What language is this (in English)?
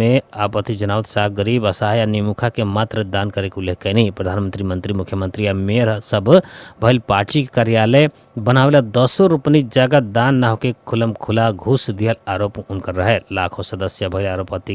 Bhojpuri